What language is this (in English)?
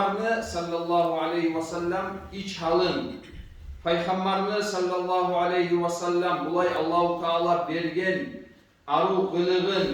Kumyk